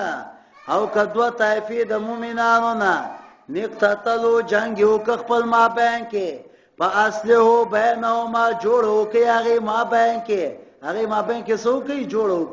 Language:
Pashto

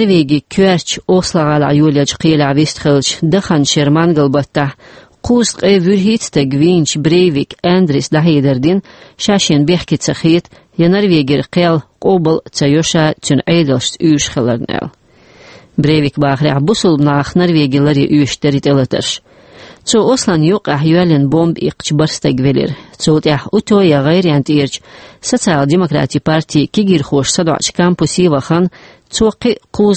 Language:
Chechen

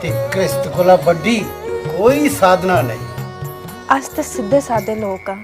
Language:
Dogri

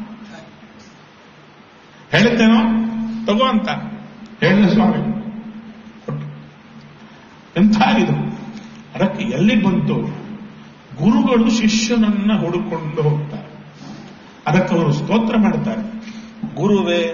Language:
Kannada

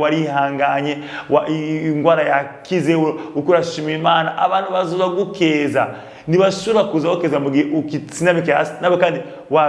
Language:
Rundi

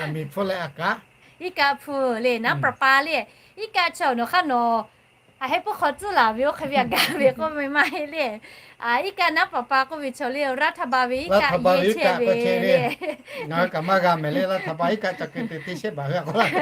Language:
Lahu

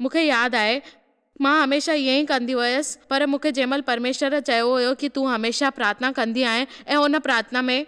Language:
Sindhi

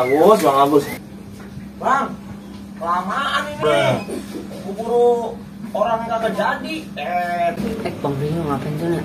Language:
Betawi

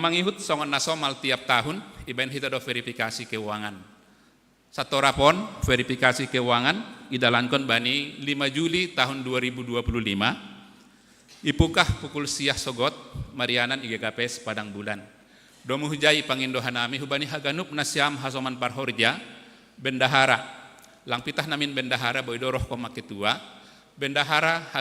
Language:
Batak Simalungun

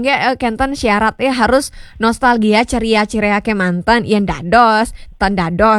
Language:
Balinese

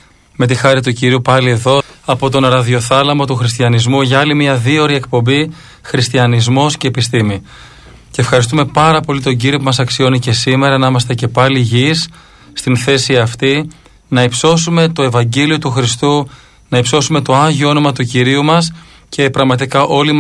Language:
Greek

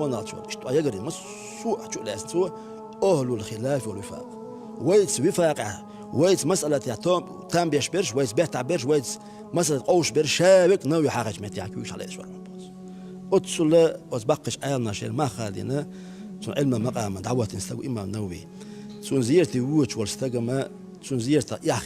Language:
Chechen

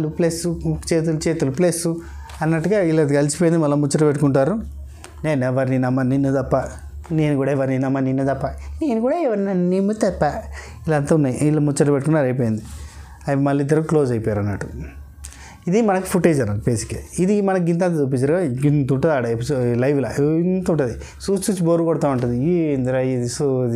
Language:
Telugu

